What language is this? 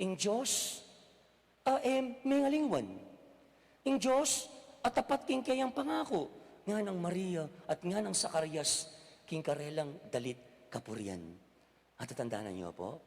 Pampanga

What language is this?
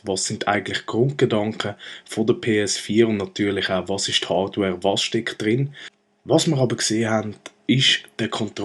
Swiss German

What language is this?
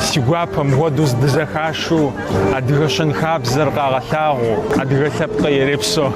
Kabardian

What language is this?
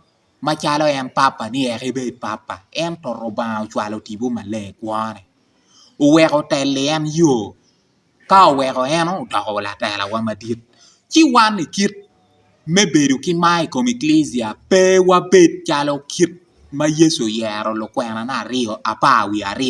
Acoli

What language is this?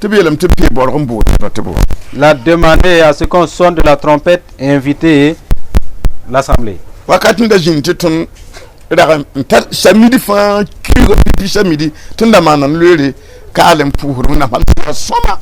Mossi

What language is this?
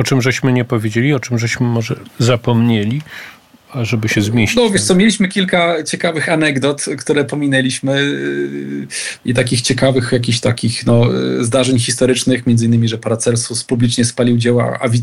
Polish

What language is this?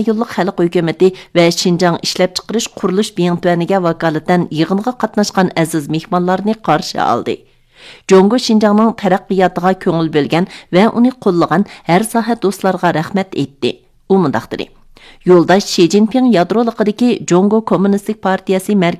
Uyghur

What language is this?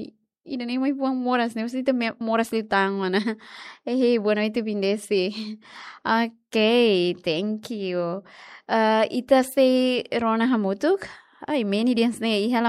Tetum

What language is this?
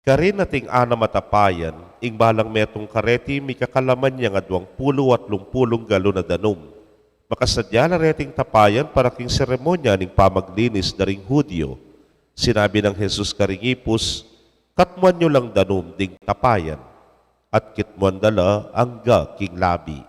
Pampanga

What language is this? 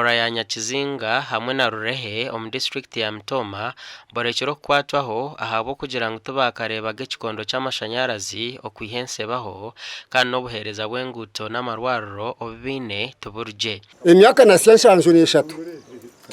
Nyankole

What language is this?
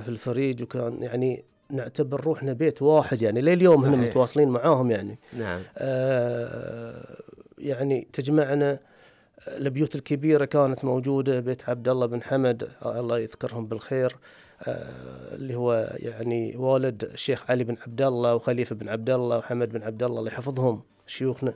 Gulf Arabic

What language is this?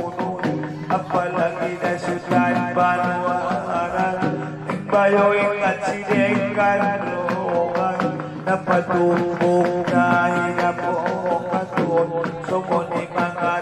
Batak Angkola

